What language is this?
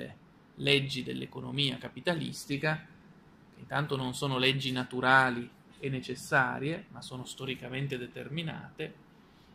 Italian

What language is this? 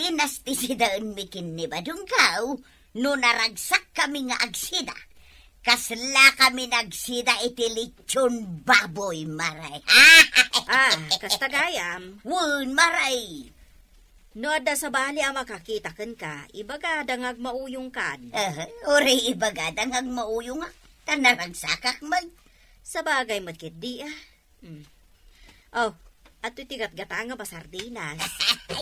Iloko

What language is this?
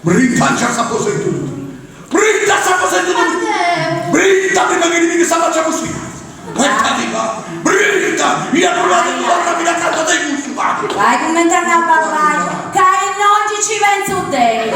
Sardinian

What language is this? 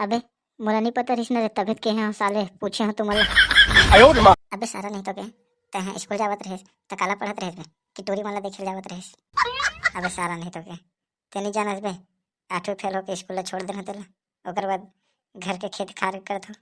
Chhattisgarhi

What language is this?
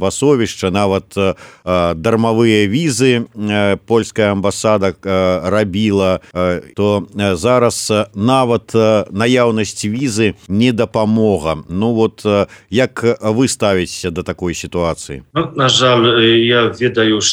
Belarusian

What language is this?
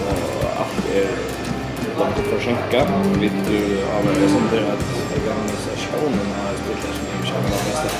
Faroese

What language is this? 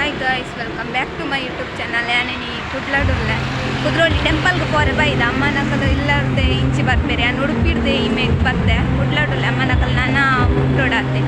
Tulu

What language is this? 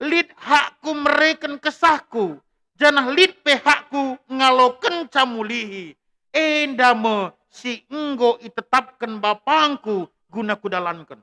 Batak Karo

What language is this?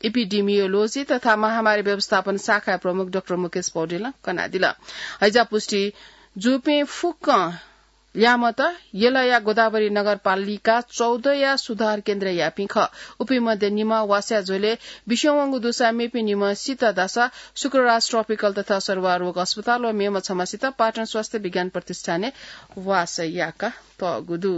Newari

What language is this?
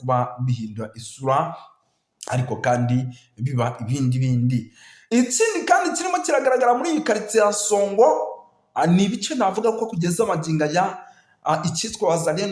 Kinyarwanda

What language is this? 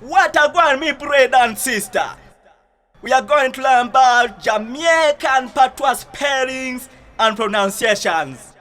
Jamaican Creole English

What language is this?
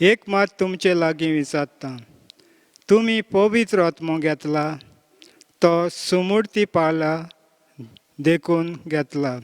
Konkani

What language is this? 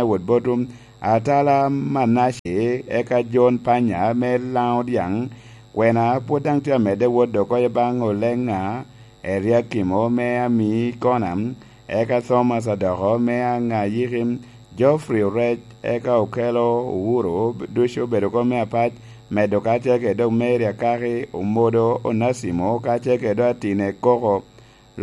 Lango (Uganda)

